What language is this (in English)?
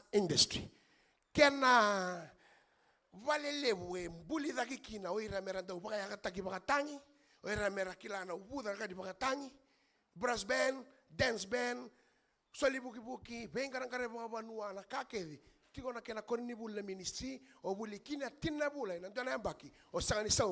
Fijian